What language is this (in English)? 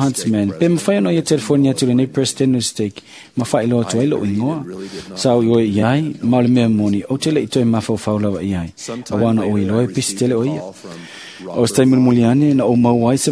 Samoan